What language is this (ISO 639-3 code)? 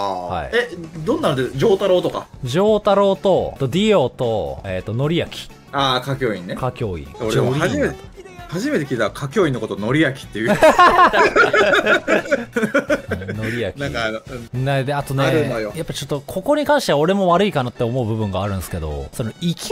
jpn